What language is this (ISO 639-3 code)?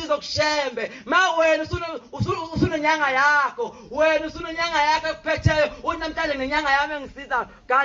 zul